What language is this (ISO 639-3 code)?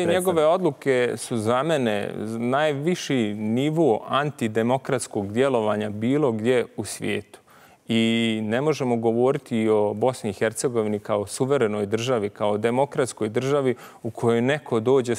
bos